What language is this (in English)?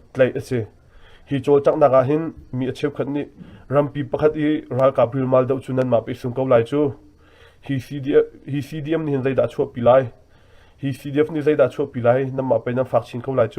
Hakha Chin